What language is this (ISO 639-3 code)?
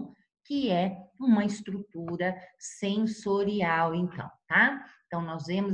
por